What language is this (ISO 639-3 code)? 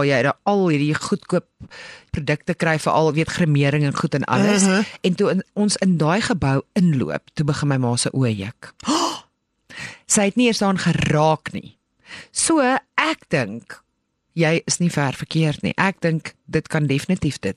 afr